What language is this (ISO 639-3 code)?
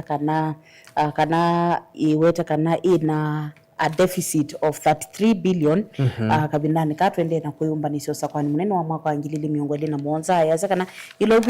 kam